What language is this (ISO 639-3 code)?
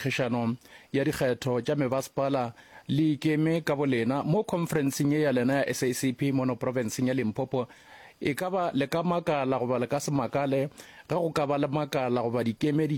nso